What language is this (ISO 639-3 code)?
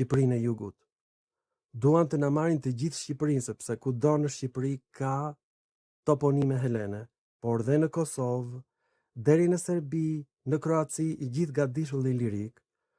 sqi